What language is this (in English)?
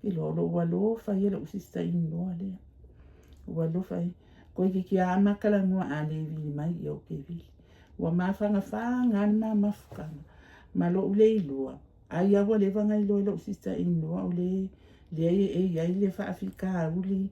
Samoan